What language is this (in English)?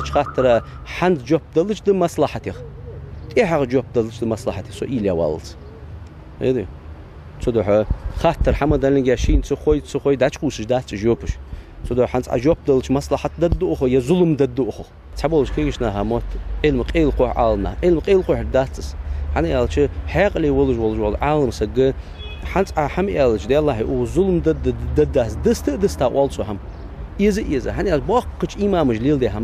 Ingush